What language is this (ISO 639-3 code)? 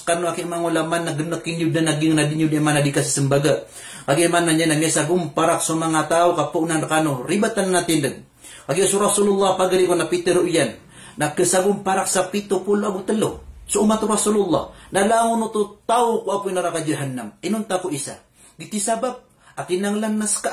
mrw